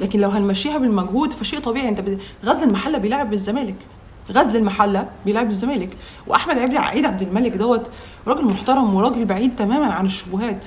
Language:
Egyptian Arabic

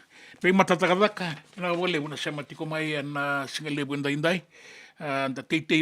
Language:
Fijian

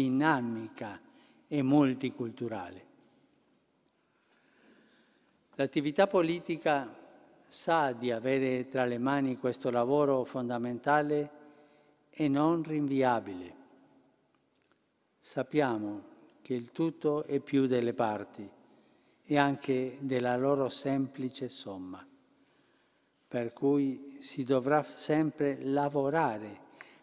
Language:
Italian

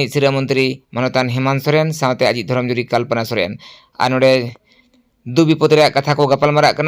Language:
Santali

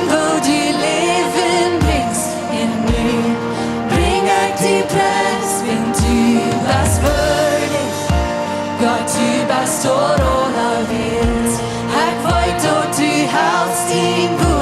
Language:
Plautdietsch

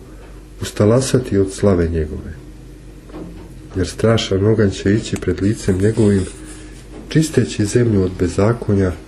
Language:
Serbian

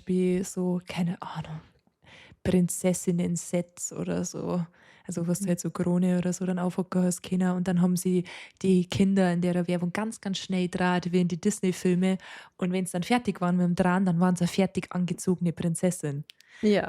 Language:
Bavarian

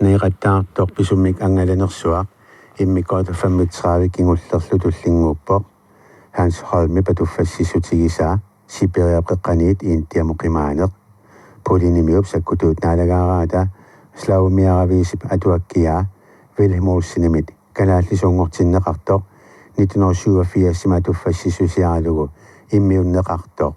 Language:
Kalaallisut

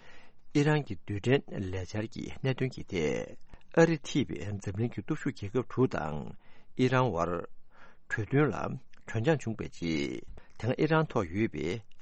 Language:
Tibetan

